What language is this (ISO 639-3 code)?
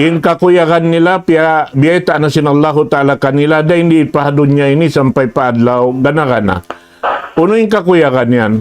tsg